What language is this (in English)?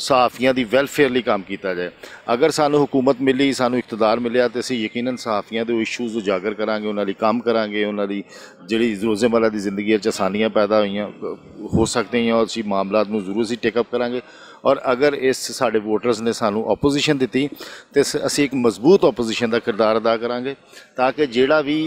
Western Panjabi